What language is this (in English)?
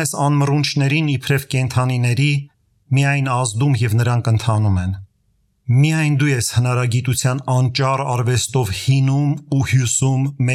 Armenian